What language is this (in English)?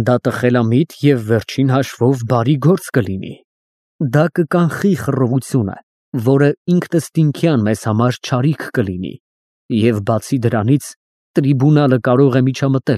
Armenian